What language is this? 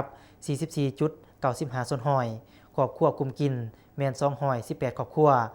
Lao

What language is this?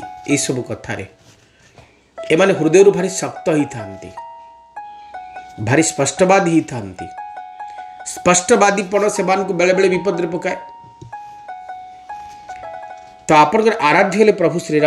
Odia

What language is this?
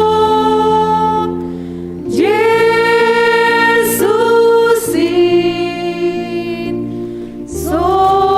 Batak Simalungun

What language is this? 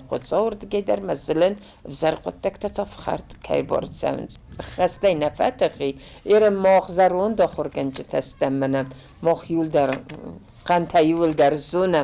Ossetic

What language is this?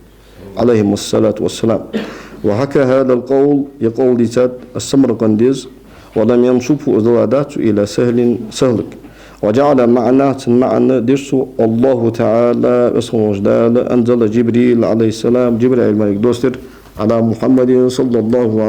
Ingush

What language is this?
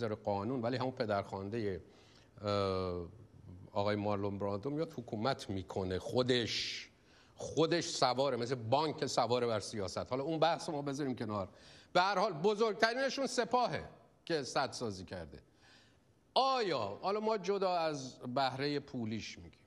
Persian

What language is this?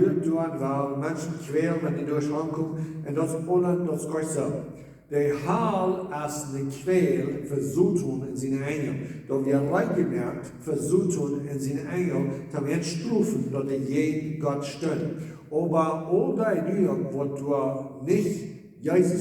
Plautdietsch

